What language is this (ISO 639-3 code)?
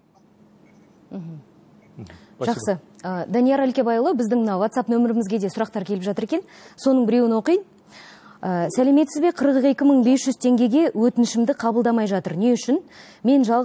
kaz